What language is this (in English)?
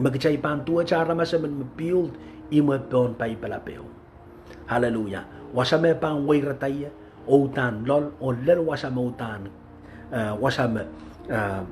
Pohnpeian